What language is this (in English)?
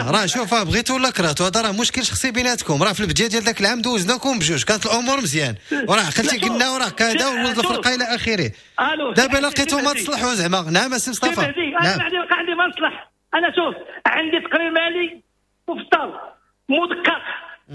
Moroccan Arabic